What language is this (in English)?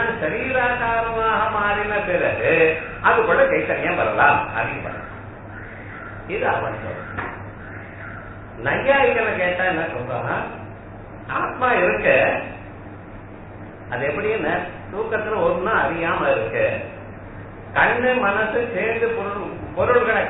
Tamil